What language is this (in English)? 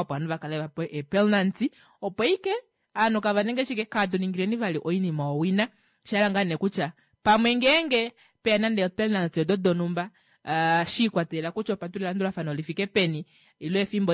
Kuanyama